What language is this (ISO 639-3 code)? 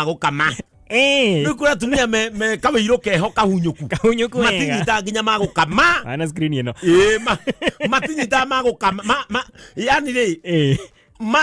kik